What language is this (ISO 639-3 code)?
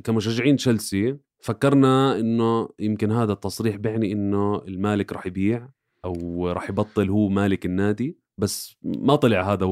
apc